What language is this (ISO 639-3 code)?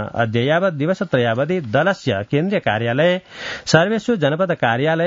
san